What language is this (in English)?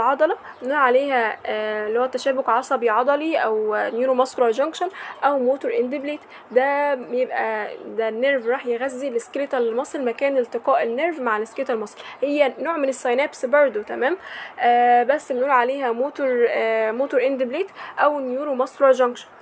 Egyptian Arabic